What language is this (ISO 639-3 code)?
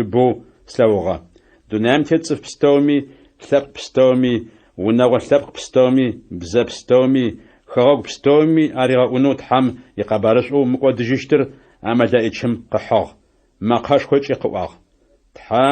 ady